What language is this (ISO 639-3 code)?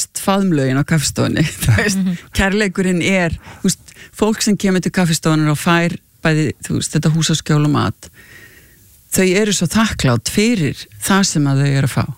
isl